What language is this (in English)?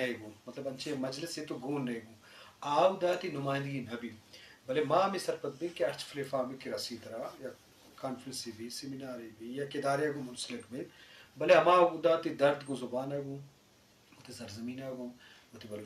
Eastern Balochi